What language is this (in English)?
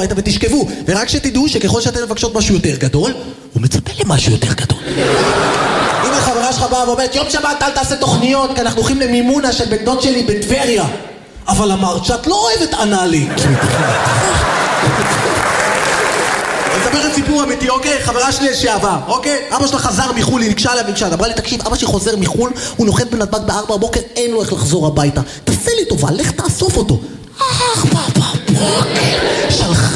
Hebrew